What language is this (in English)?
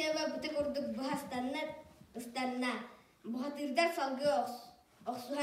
Yakut